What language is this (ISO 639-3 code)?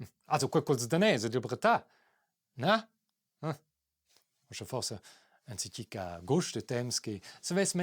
roh